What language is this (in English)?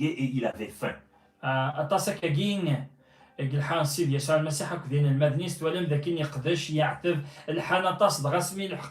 Kabyle